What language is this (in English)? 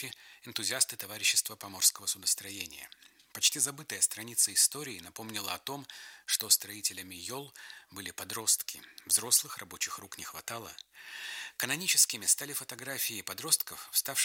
Russian